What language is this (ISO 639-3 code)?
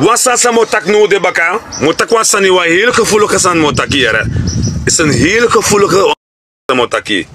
srn